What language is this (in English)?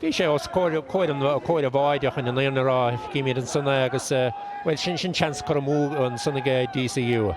Irish